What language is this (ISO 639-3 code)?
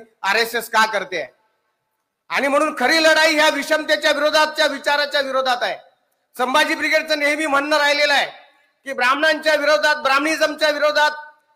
mar